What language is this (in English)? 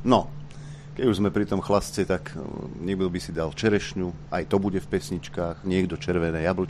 Slovak